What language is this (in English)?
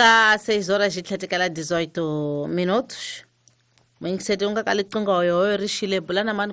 Tsonga